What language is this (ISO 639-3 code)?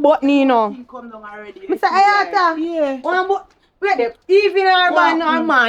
jam